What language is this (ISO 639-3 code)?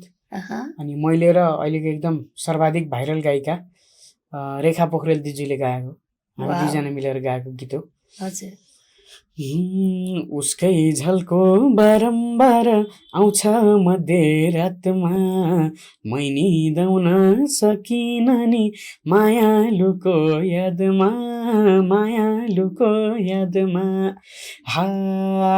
nep